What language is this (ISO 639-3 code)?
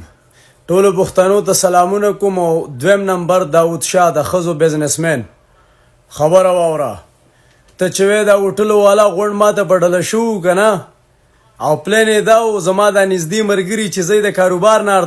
pus